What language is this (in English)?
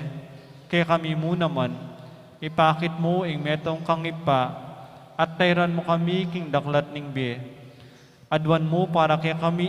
Pampanga